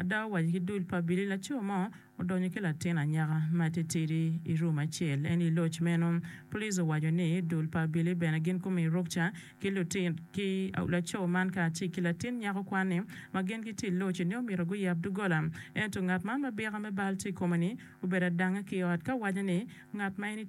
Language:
Acoli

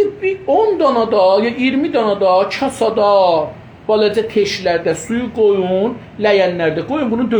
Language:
South Azerbaijani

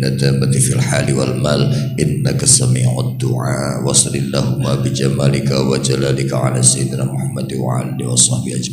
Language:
Javanese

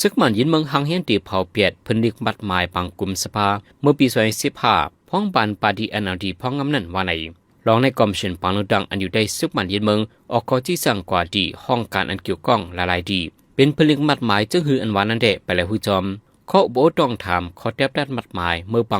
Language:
Shan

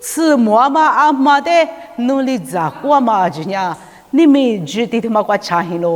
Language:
Lisu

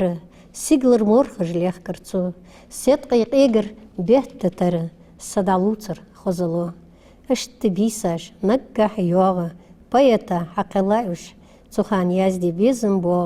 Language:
Ingush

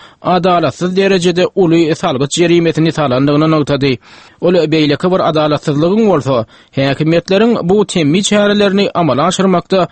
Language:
Turkmen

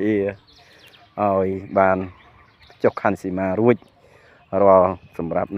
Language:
Khmer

